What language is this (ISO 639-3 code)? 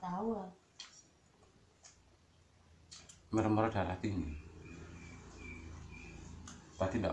ind